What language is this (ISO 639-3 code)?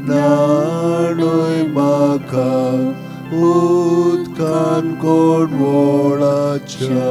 kok